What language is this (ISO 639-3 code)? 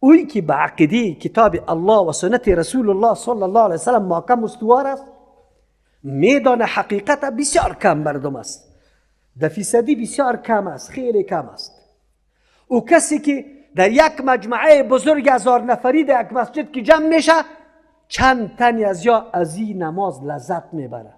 fas